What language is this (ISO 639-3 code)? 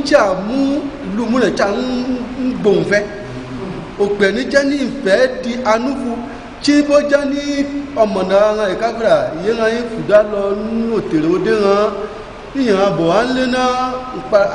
ife